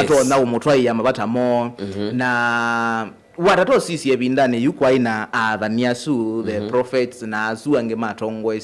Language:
Kamba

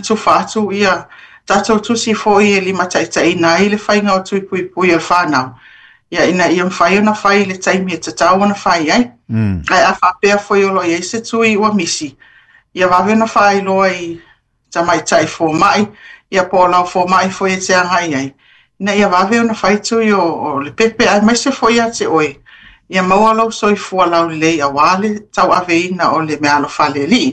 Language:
Samoan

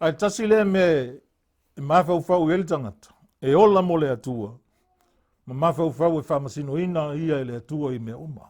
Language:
Samoan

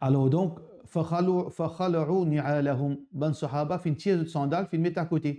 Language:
Morisyen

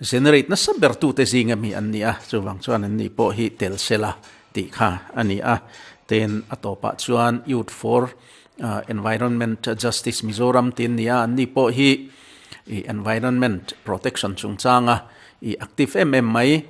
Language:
Mizo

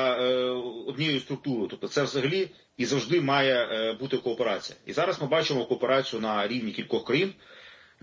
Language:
Ukrainian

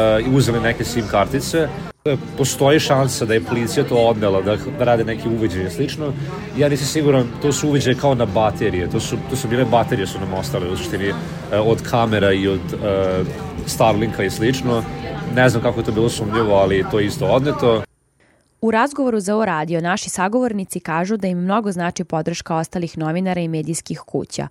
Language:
Serbian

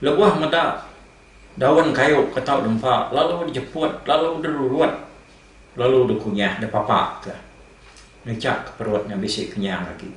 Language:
Iban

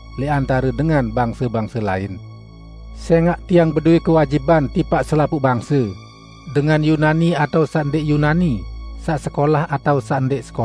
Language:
Sasak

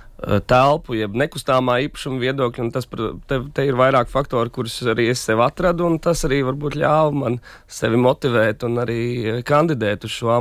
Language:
Latvian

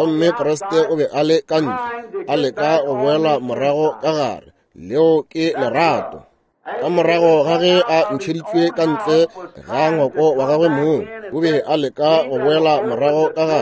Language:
Northern Sotho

